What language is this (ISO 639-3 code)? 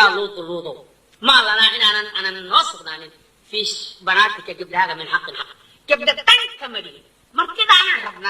som